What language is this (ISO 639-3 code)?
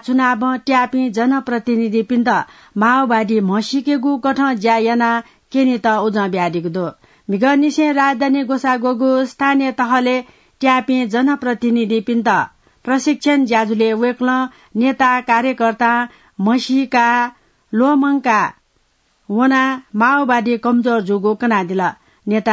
new